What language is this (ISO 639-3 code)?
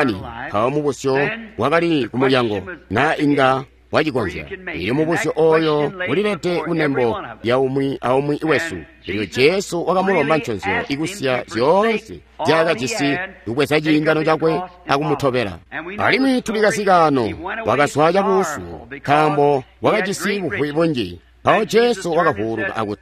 toi